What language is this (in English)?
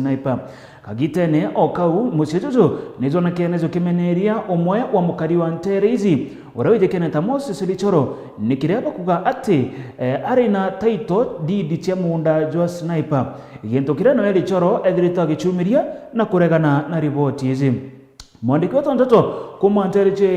Meru